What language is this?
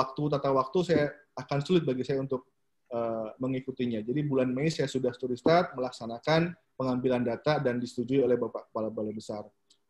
Indonesian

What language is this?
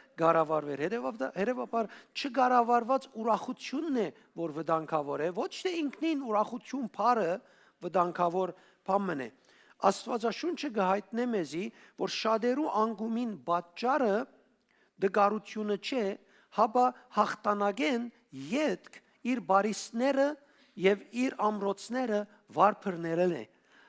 Western Armenian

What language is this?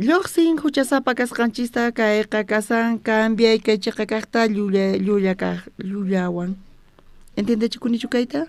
South Bolivian Quechua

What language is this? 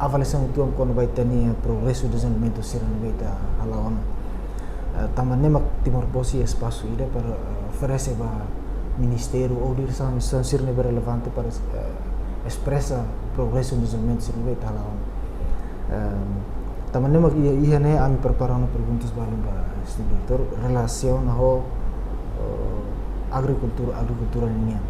Tetum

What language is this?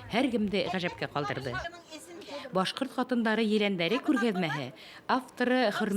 Bashkir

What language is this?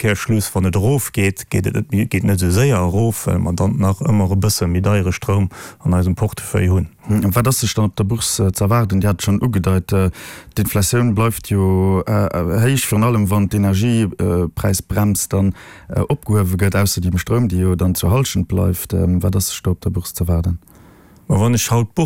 Luxembourgish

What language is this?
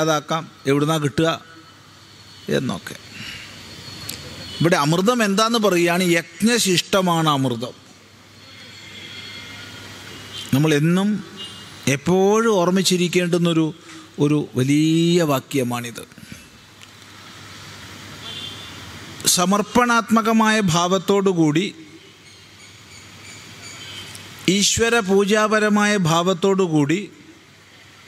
Malayalam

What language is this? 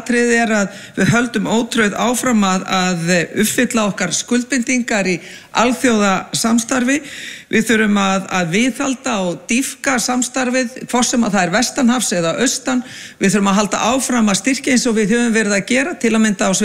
Icelandic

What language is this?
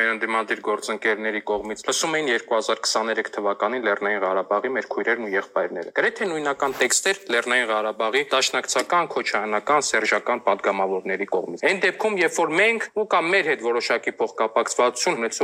Armenian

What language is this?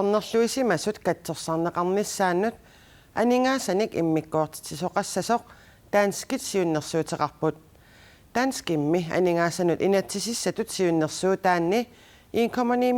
Kalaallisut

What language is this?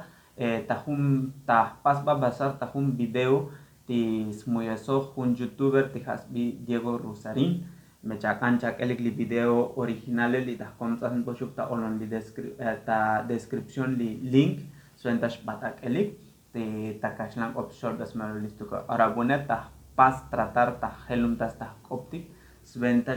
Tzotzil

